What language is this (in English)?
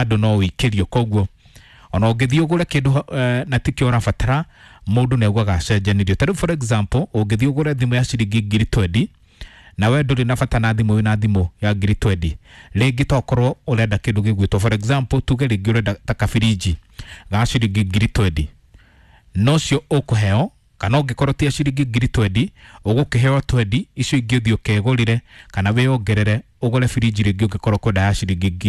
Kikuyu